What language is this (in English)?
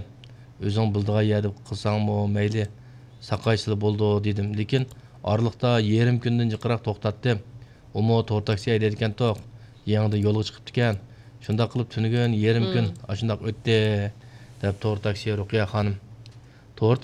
Uyghur